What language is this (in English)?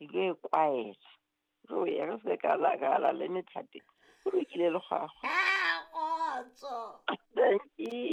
Southern Sotho